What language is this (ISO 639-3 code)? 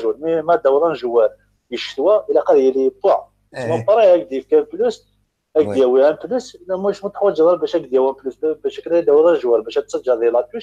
kab